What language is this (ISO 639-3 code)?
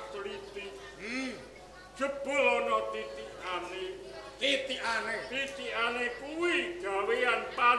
jav